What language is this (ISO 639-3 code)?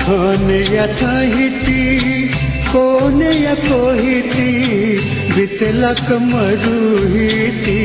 new